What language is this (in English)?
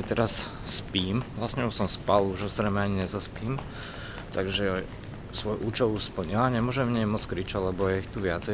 Slovak